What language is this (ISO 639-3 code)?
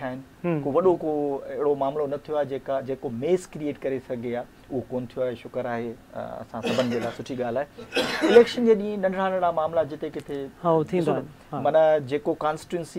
snd